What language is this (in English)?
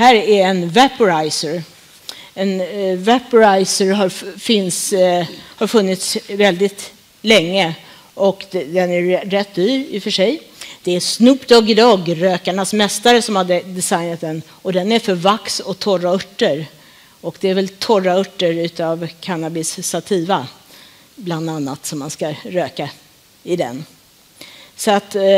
Swedish